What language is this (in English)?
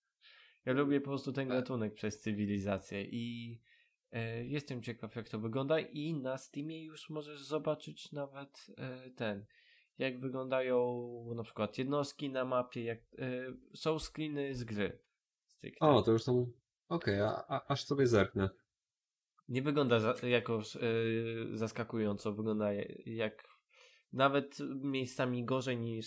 Polish